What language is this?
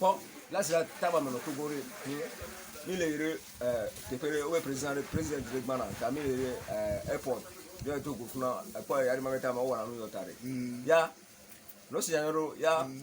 Ewe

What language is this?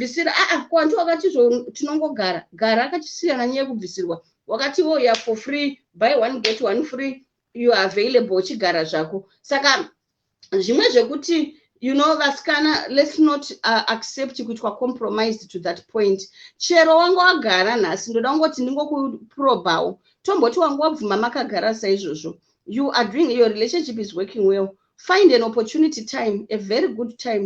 Shona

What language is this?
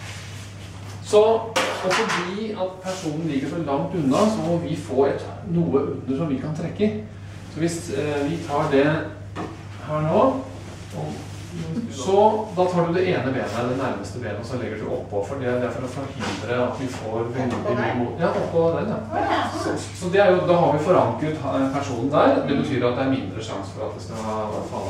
Norwegian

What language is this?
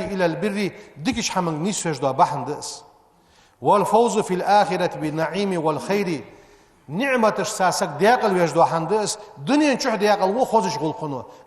Ingush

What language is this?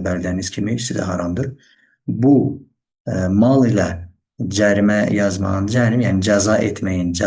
Azerbaijani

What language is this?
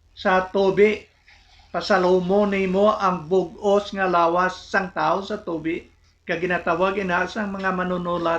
Hiligaynon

